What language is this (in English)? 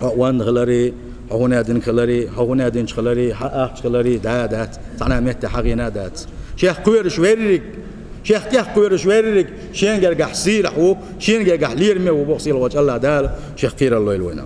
Chechen